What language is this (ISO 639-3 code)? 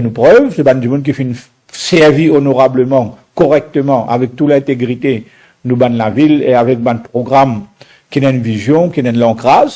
mfe